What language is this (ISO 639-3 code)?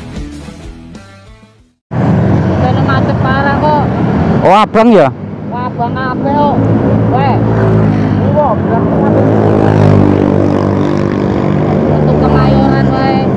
ind